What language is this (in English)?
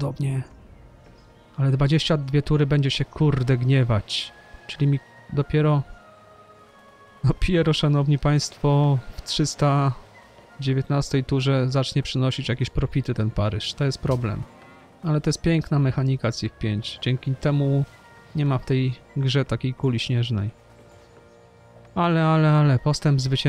Polish